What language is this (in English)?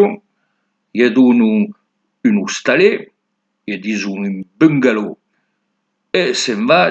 Occitan